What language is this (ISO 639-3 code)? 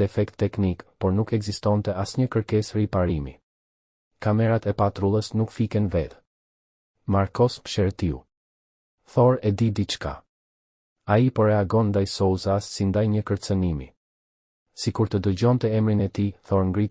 sqi